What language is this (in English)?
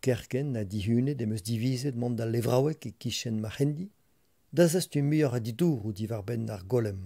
Breton